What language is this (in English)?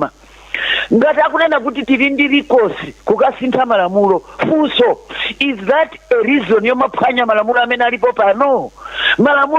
Nyanja